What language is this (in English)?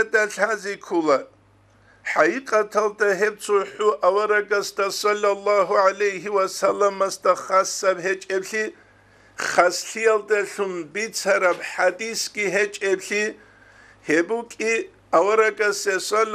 Avaric